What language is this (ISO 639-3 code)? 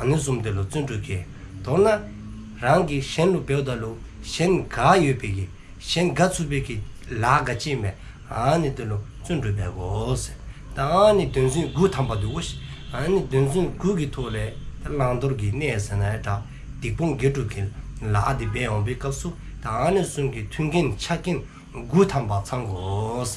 dzo